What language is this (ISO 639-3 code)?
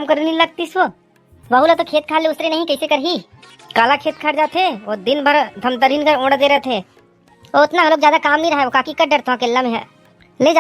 hne